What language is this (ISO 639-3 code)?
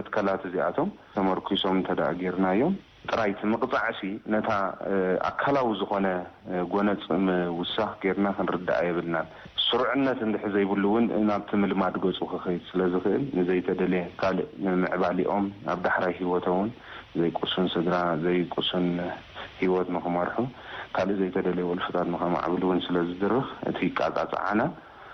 tir